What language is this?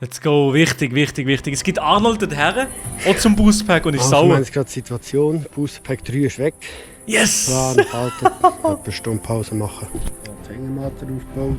Swiss German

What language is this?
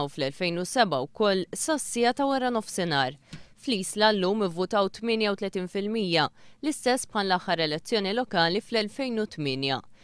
Maltese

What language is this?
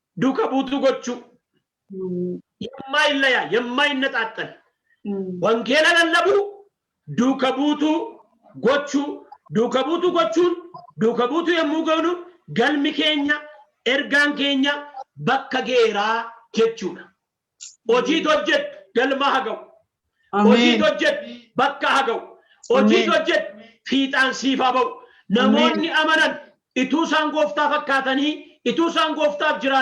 Oromo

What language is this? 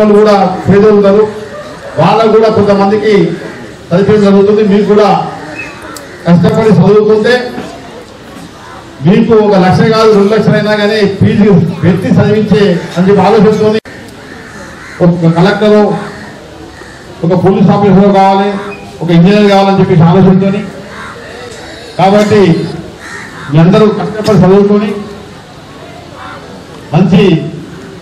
Telugu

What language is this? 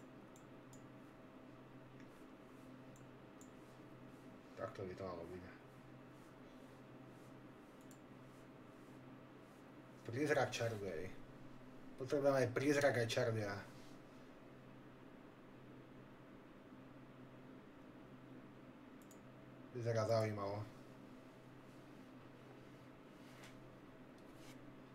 Slovak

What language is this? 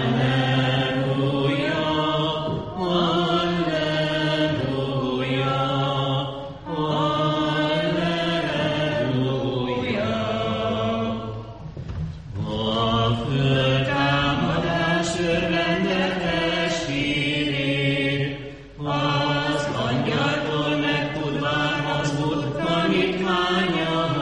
Hungarian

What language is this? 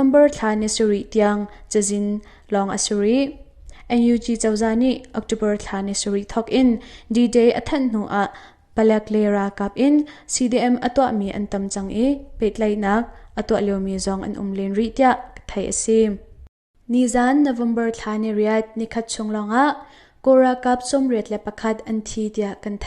Hakha Chin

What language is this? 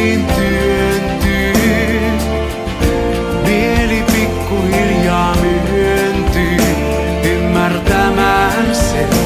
Finnish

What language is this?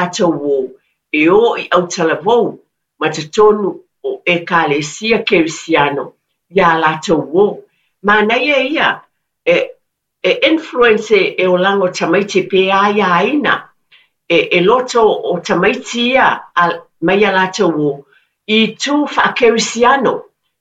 Samoan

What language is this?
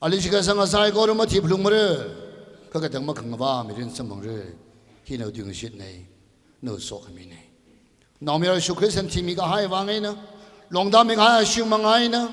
Tangkhul Naga (India)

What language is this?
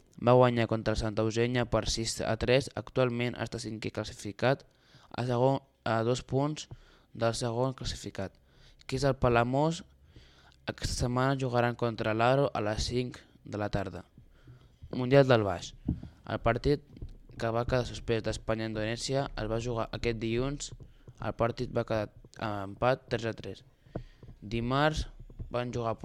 Catalan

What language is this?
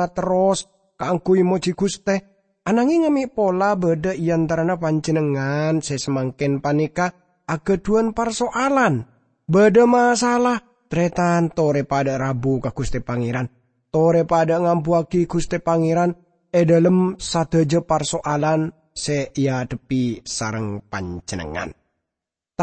Madurese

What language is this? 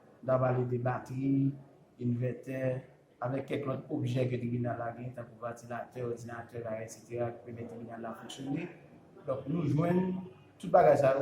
Haitian Creole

